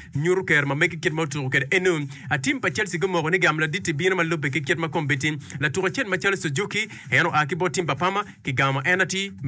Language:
Acoli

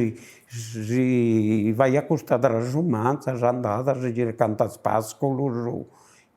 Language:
Sardinian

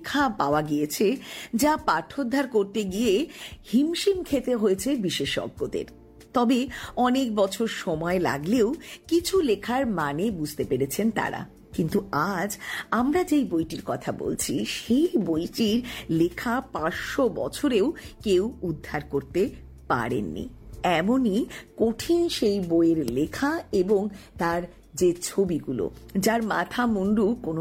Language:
Bangla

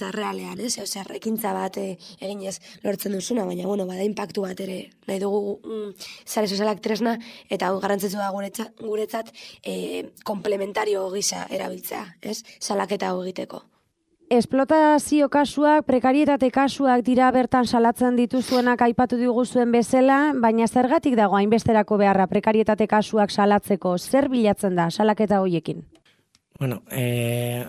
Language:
Basque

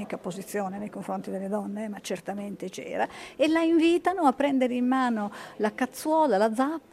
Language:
Italian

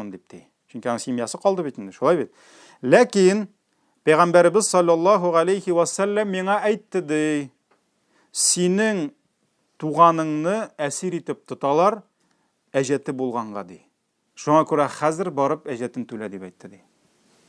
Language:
Tatar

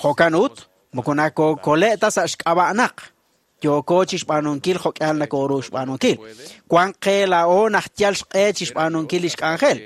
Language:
Kekchí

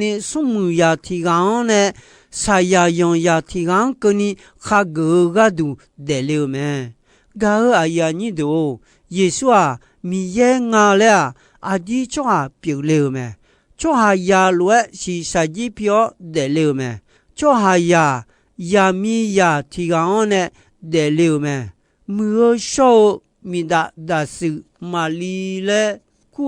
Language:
Akha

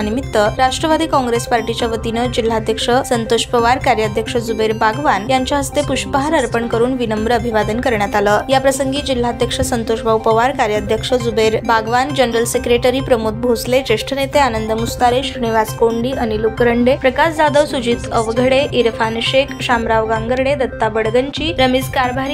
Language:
Marathi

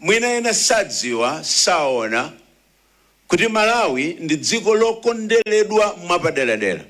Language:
Nyanja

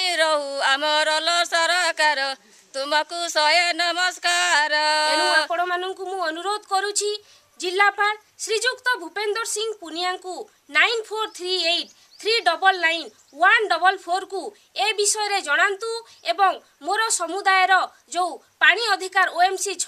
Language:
Odia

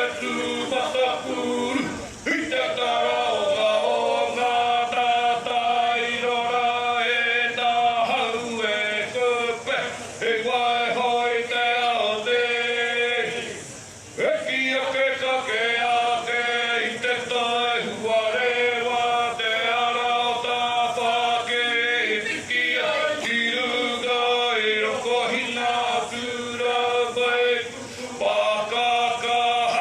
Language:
Māori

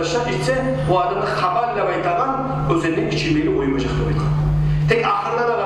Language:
Kumyk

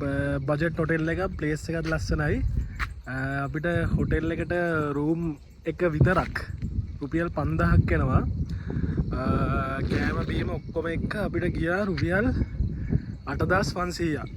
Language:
Sinhala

